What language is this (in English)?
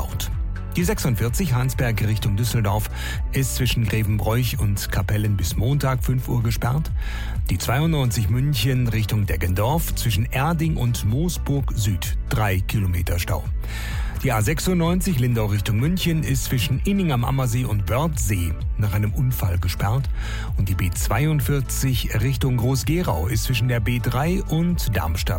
German